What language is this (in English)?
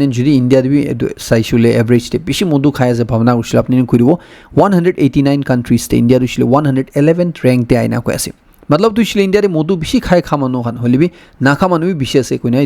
Naga Pidgin